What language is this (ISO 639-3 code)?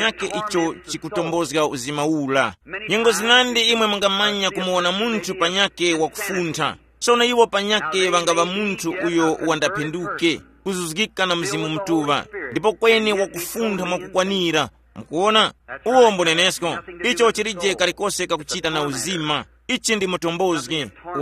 tum